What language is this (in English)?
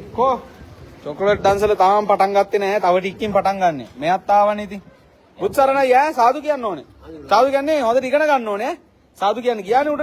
Sinhala